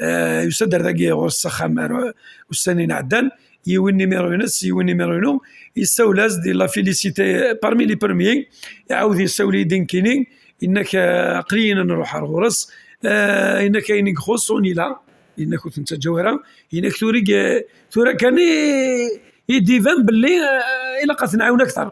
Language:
Kabyle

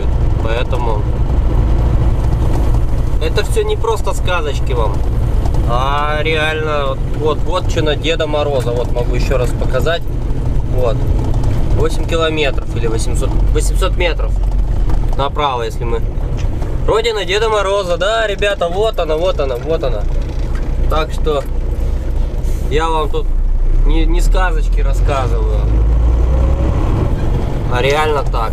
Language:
Russian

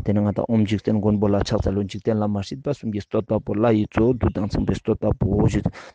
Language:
Ladakhi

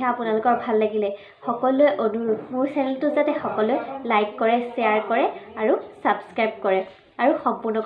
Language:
Assamese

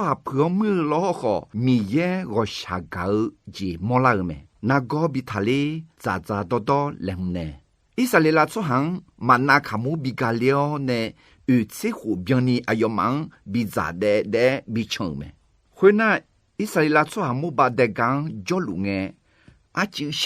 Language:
Akha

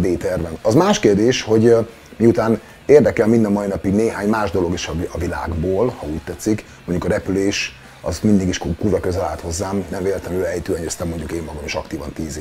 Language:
Hungarian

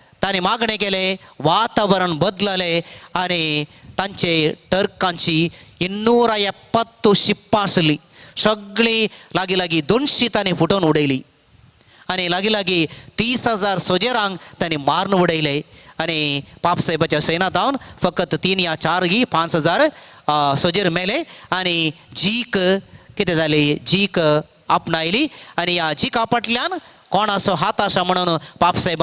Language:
Konkani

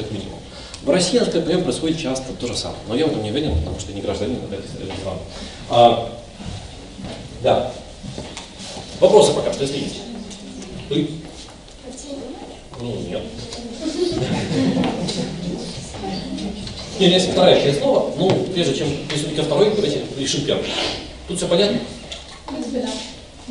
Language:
Russian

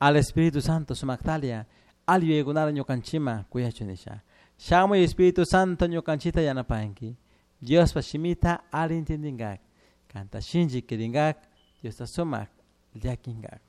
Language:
Chimborazo Highland Quichua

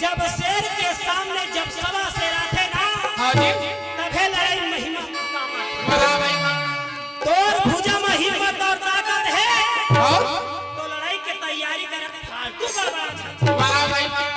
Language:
Chhattisgarhi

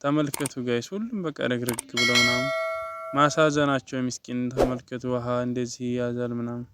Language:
Amharic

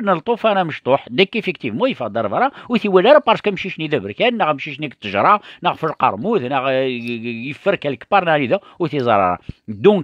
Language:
Kabyle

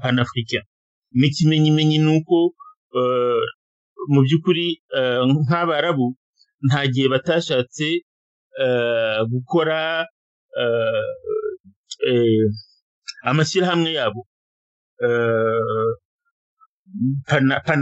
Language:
Kinyarwanda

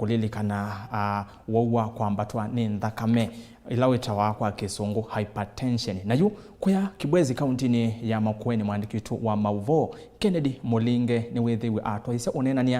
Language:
Kamba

